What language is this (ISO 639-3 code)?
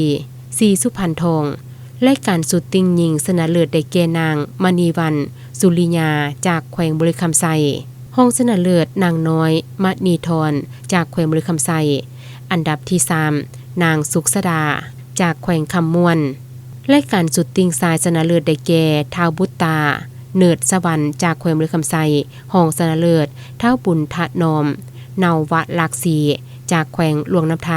lao